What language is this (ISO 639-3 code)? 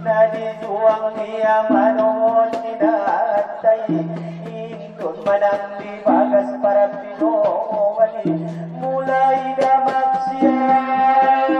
akb